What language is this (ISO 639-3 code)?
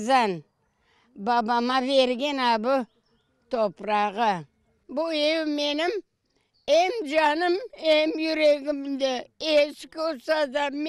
crh